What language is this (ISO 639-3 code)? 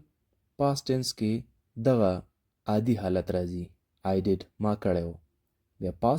pus